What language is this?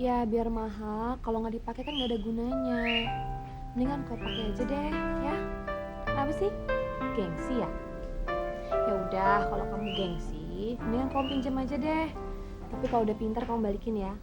Betawi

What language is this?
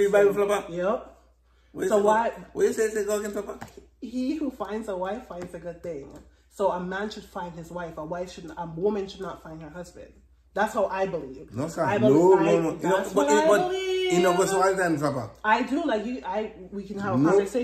Jamaican Creole English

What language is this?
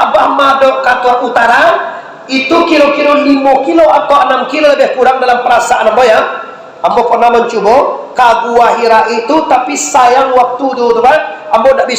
Minangkabau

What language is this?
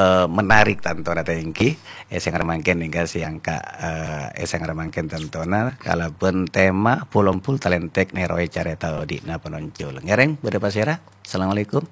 Madurese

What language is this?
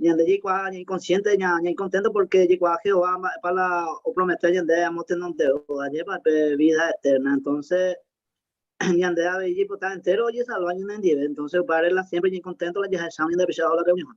Guarani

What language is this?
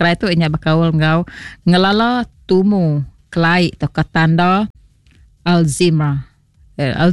Iban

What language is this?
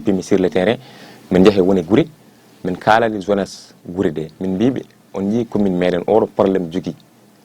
Fula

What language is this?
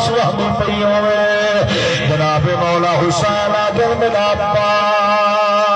Saraiki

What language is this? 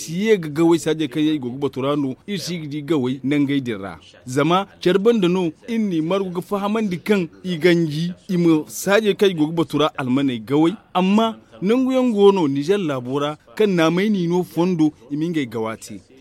Zarma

